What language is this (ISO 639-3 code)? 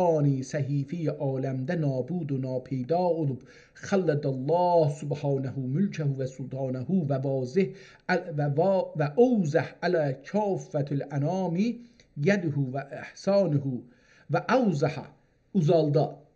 azb